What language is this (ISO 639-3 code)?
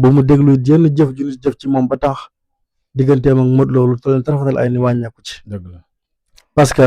wol